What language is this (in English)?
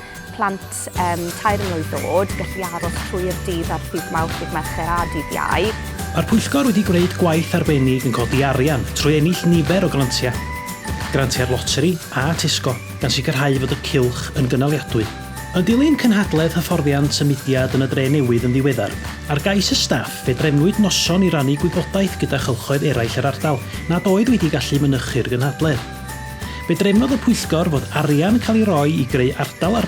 Welsh